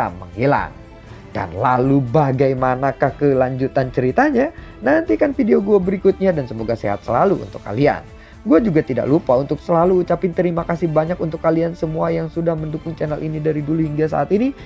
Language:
Indonesian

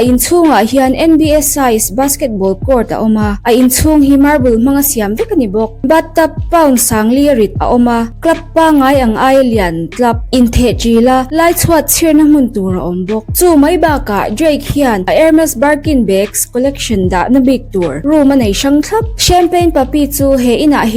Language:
Mizo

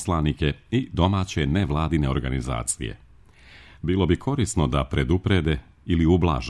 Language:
Serbian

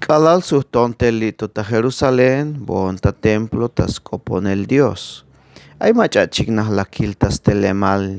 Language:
Tzeltal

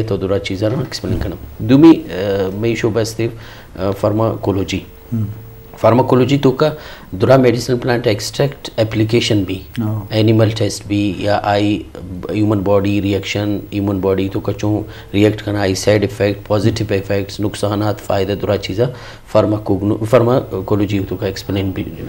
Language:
Eastern Balochi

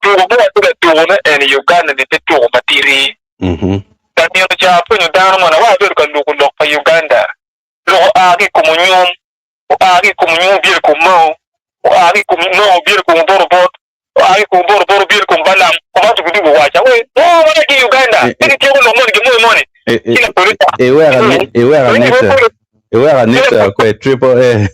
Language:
Acoli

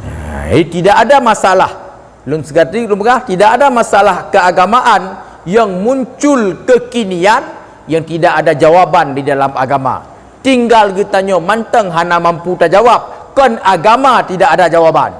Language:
Achinese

